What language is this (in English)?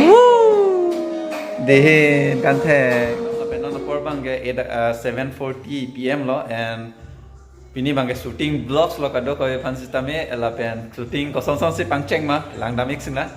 Karbi